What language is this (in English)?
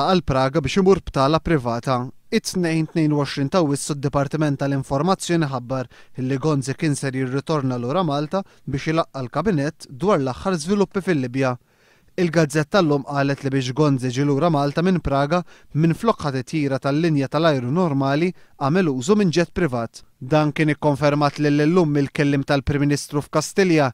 Maltese